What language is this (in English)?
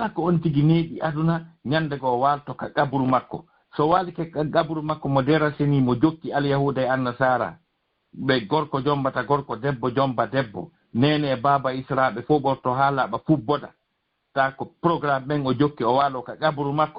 Fula